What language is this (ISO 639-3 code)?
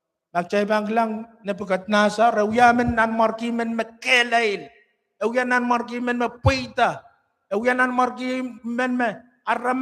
pon